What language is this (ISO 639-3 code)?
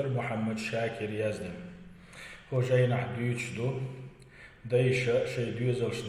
che